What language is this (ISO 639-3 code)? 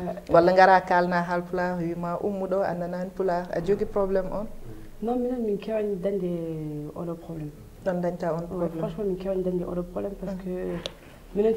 ful